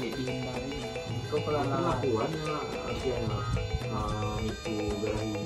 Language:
Minangkabau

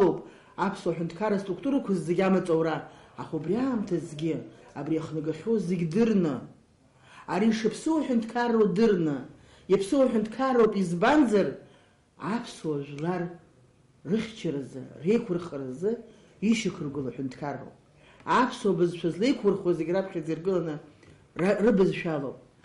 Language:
Abkhazian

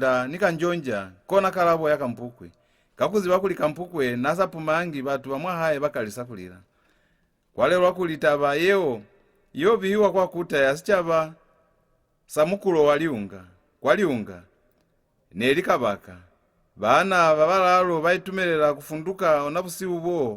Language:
Lozi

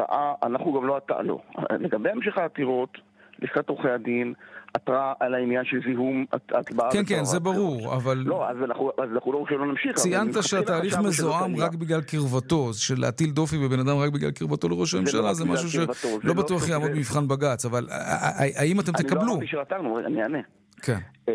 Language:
Hebrew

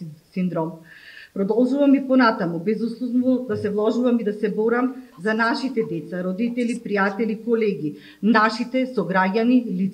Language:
Macedonian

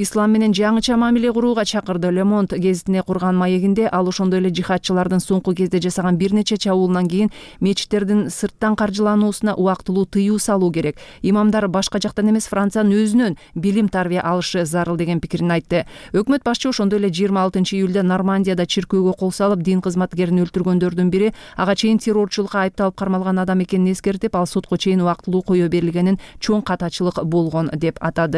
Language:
Kyrgyz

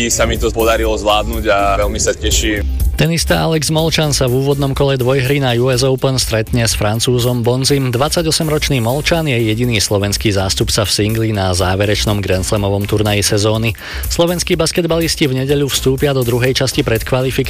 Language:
Slovak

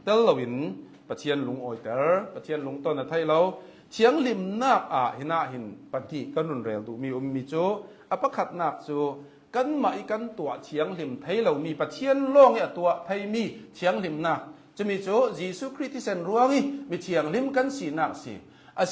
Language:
Hakha Chin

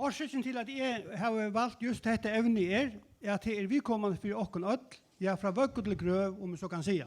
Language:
Faroese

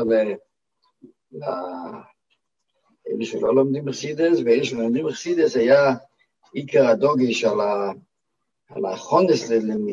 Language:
Hebrew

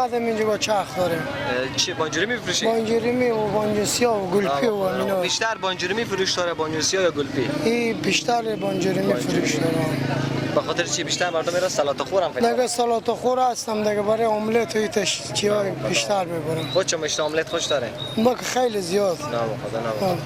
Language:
Persian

